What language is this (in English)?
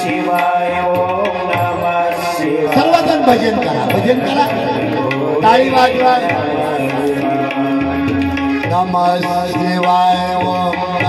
Marathi